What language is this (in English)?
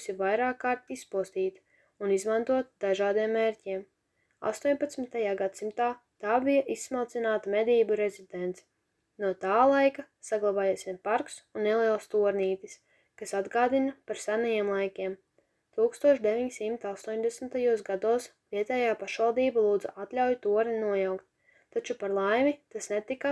Latvian